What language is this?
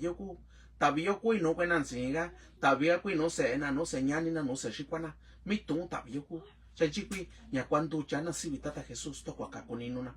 Mixtepec Mixtec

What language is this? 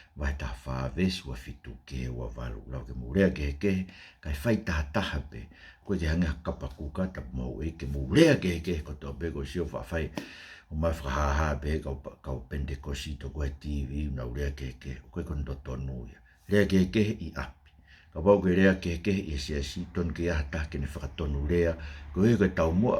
Tongan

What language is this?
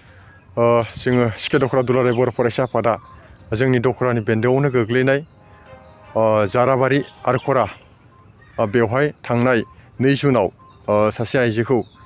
Bodo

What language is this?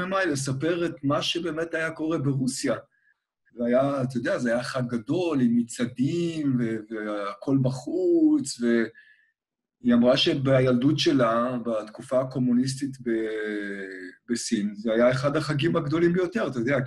Hebrew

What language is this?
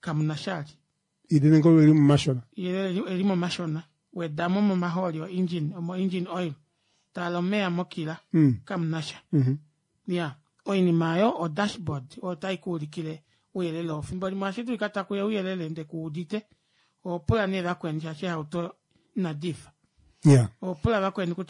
Kuanyama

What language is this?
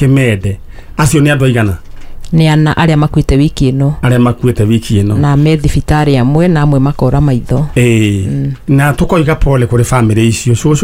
Kikuyu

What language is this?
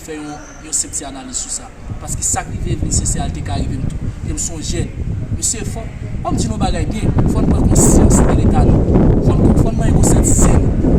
Haitian Creole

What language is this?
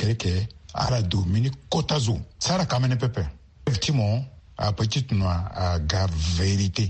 Sango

